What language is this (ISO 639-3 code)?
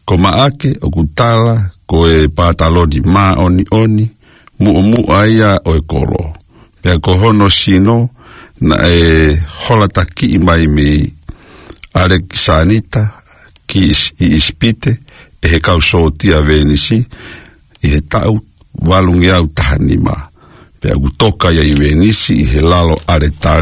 ton